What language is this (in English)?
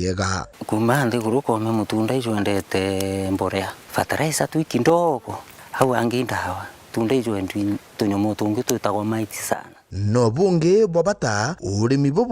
Meru